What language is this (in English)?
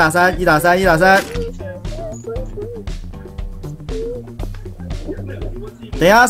Chinese